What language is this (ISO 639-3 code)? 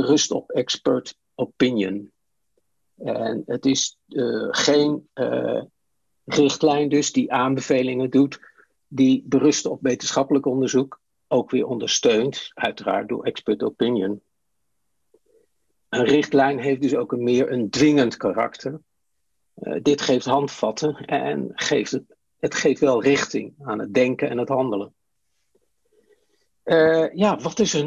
nld